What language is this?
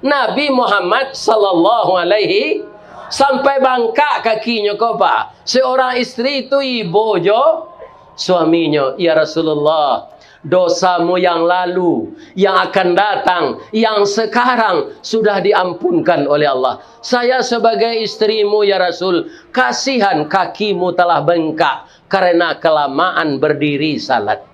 Minangkabau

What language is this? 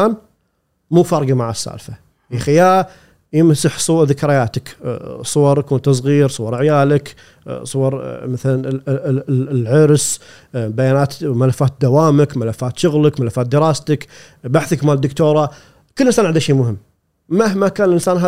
Gulf Arabic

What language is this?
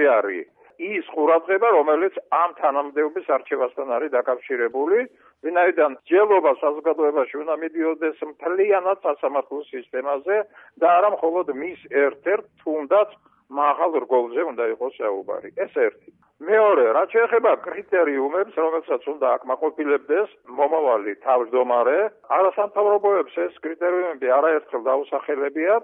Georgian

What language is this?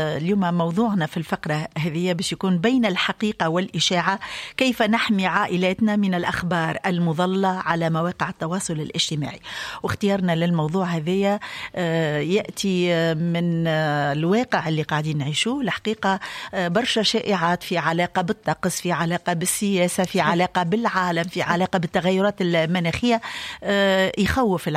Tunisian Arabic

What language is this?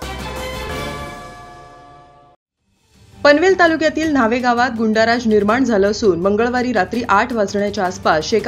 Marathi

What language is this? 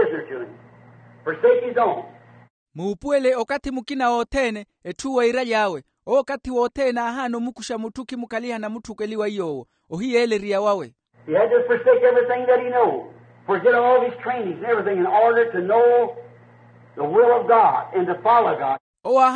Makhuwa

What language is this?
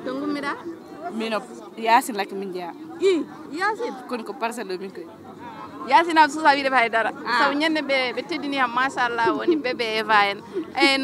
Fula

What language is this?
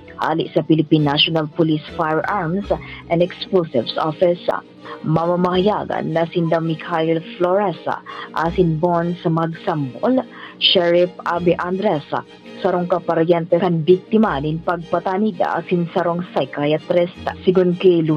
Bikol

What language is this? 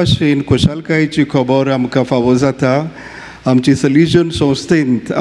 Konkani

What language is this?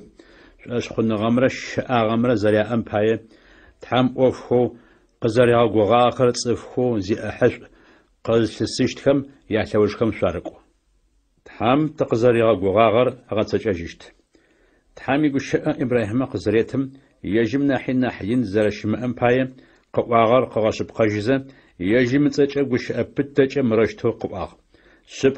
Adyghe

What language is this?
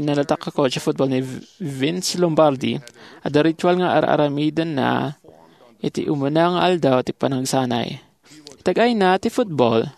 Iloko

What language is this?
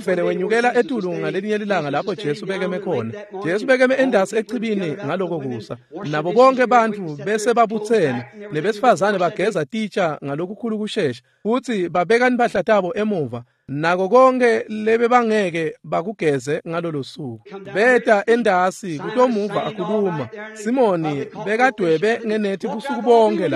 Swati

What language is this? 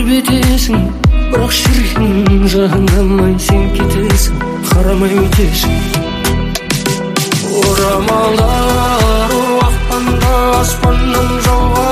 Kazakh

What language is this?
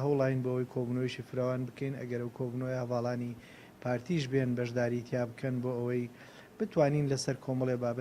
Central Kurdish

